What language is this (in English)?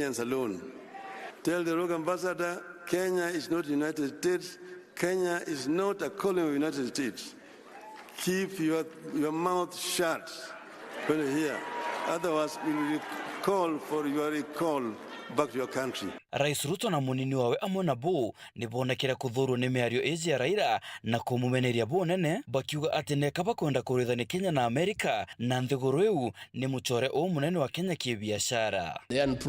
Meru